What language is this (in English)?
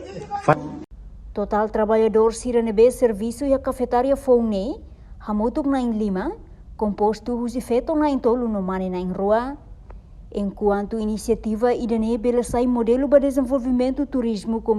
Tetum